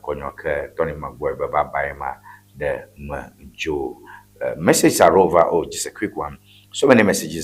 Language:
Ewe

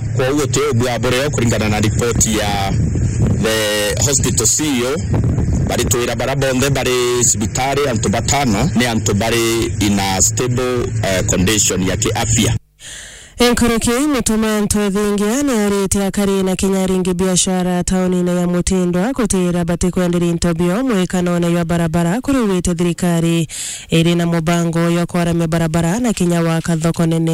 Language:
Meru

